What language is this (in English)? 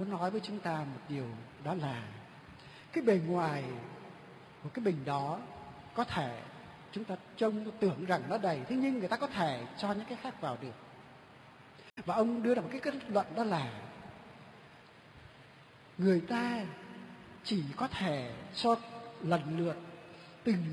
Vietnamese